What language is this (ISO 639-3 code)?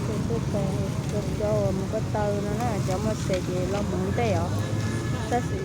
hmn